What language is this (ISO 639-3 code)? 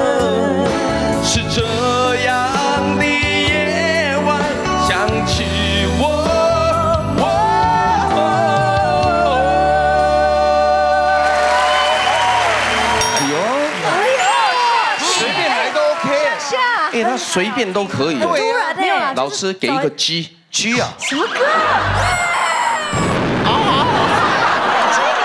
zho